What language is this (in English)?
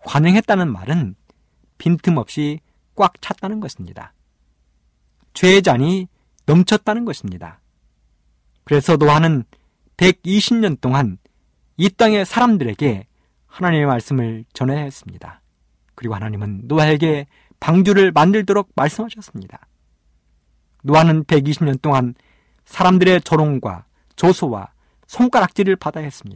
Korean